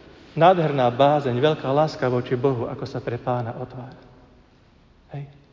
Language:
Slovak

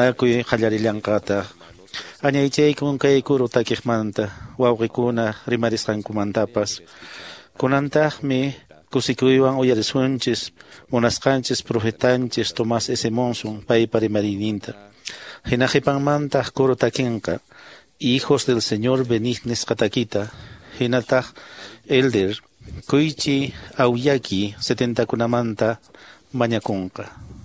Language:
Quechua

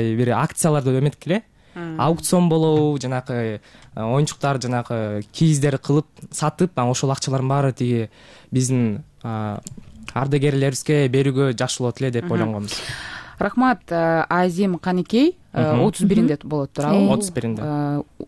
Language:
Kyrgyz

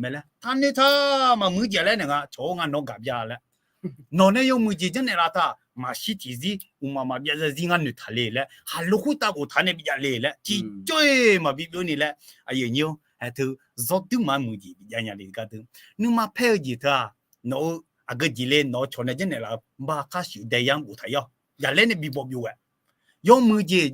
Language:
Akha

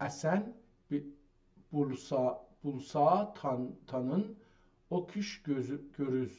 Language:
South Azerbaijani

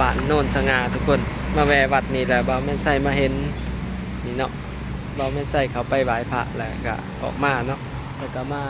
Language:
Lao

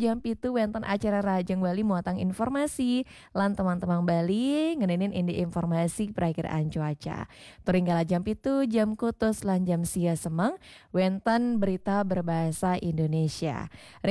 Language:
Balinese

